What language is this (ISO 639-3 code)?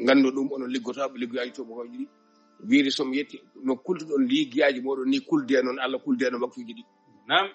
ful